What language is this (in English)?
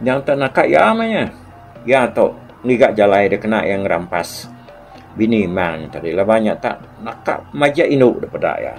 Iban